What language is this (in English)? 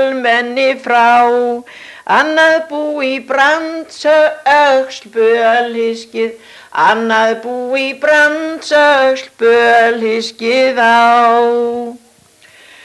Icelandic